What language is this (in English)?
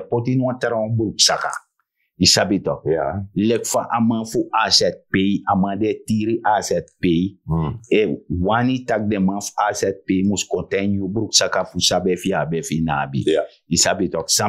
Sranan Tongo